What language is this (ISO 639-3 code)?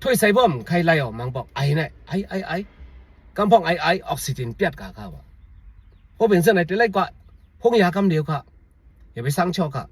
shn